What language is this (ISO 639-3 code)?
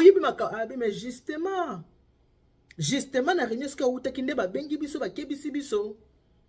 lin